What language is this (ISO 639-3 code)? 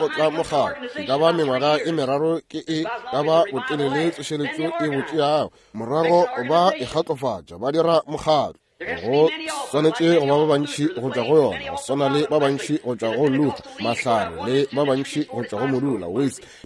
nso